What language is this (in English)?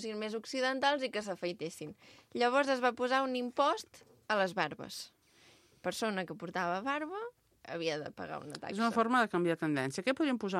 Catalan